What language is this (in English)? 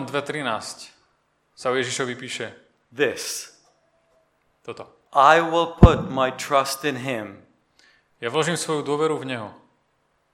Slovak